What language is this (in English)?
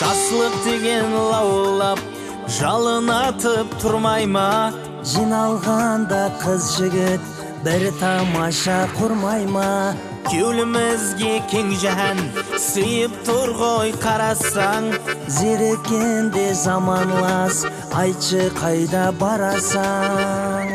Kara-Kalpak